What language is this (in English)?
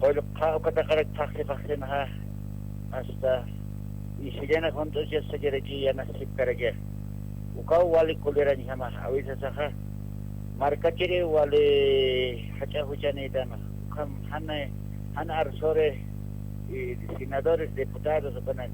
Aymara